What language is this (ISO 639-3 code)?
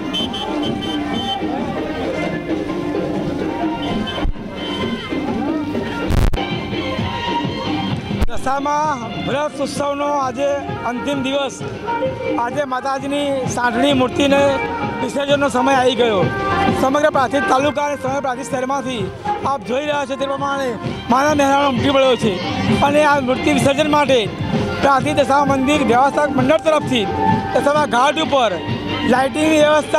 guj